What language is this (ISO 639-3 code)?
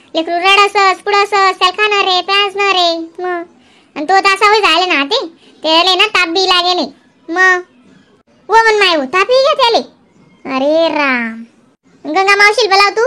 khn